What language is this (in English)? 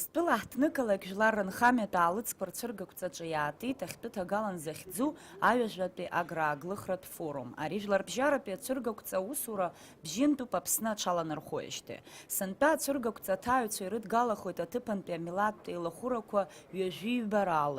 Abkhazian